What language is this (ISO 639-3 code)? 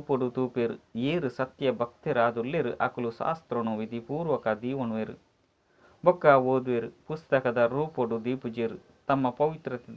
tcy